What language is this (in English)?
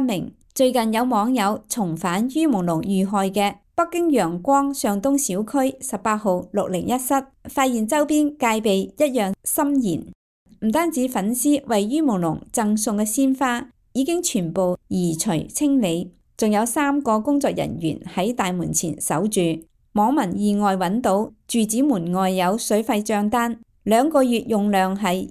Cantonese